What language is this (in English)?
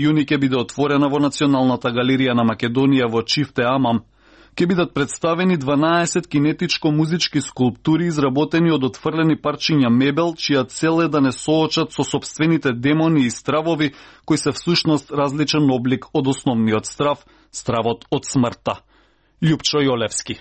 Macedonian